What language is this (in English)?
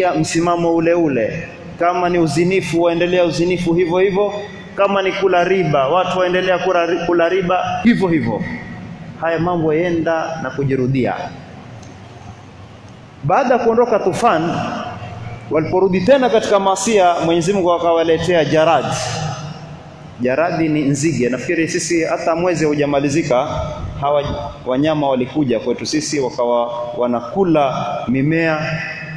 Swahili